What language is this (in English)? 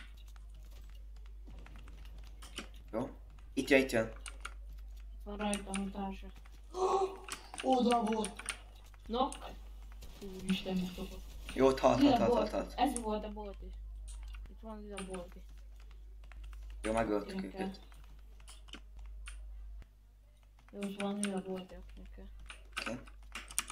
Hungarian